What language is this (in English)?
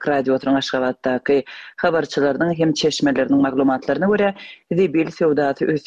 Turkmen